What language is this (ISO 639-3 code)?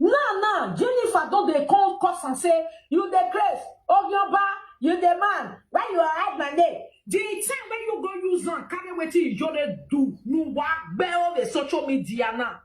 pcm